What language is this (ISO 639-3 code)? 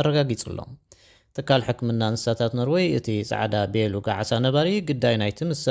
tir